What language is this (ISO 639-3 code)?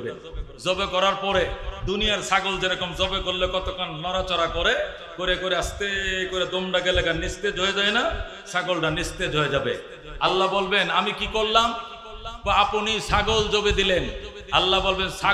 ben